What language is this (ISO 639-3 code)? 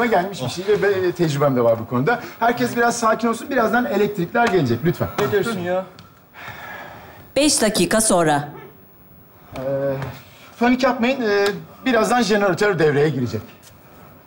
tur